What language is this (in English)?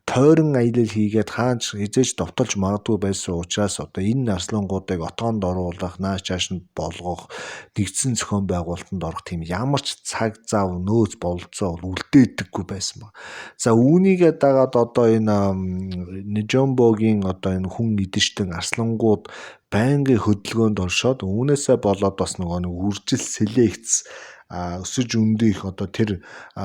Mongolian